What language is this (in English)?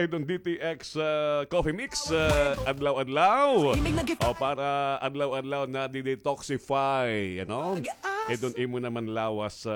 Waray